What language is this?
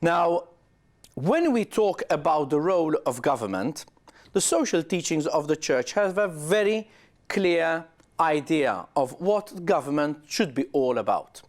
English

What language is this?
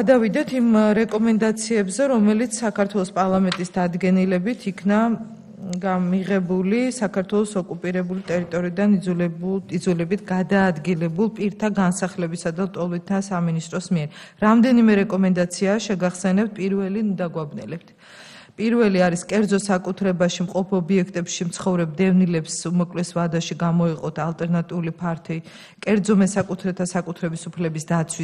Georgian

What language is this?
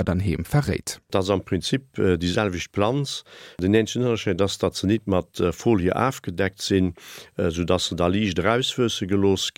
Luxembourgish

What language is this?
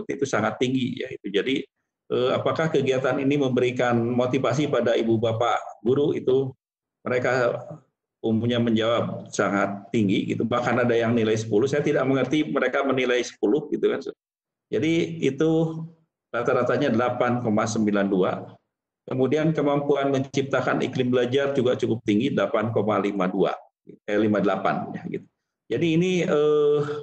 Indonesian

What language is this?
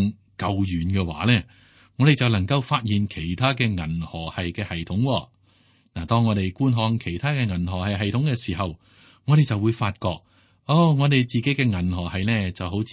Cantonese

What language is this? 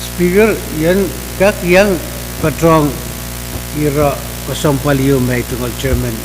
Pohnpeian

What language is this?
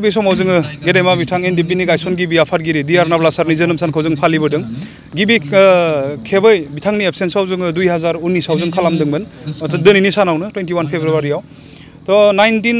Bodo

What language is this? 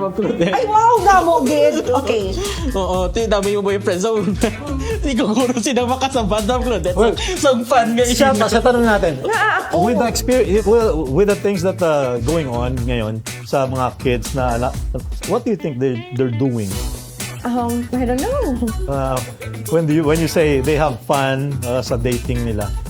Hiligaynon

